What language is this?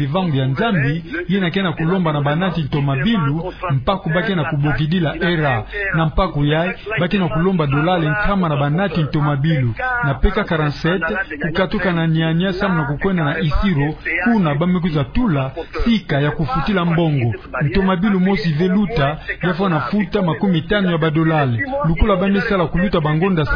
Kituba (Democratic Republic of Congo)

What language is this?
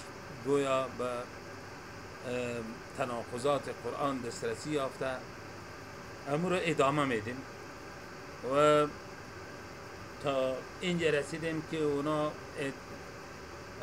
Persian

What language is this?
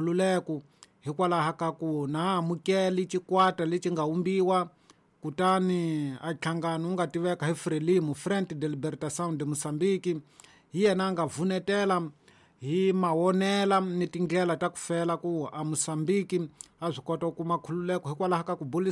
Tsonga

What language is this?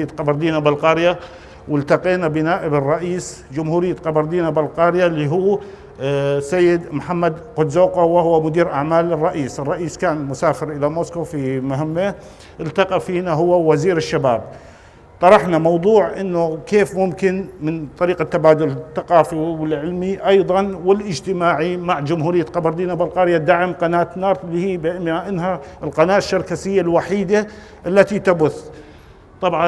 North Levantine Arabic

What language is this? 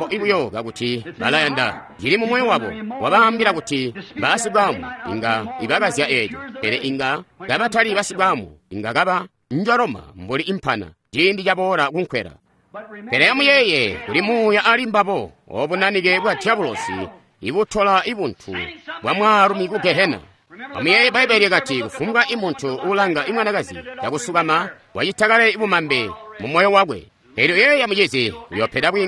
Tonga (Zambia)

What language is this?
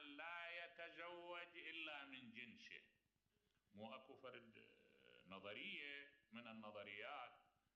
Mesopotamian Arabic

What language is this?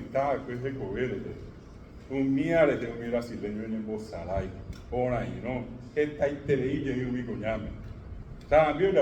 Guarani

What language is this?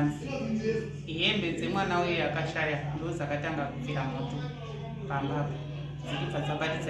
Shona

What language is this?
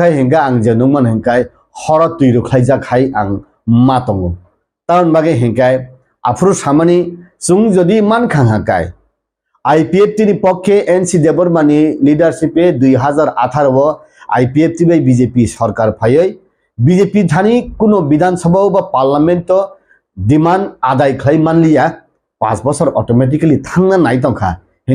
Kok Borok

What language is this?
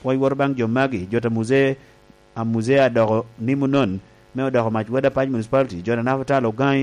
Lango (Uganda)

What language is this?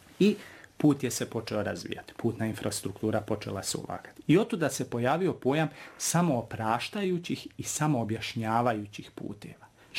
Bosnian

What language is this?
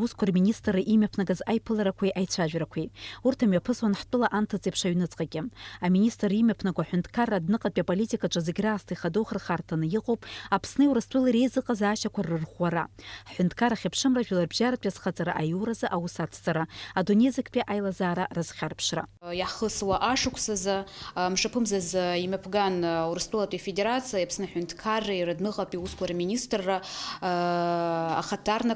Abkhazian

